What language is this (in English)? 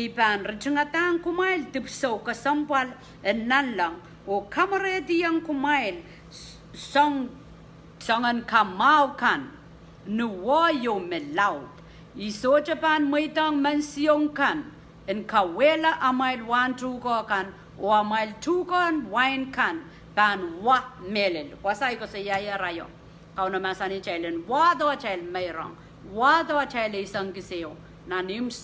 Pohnpeian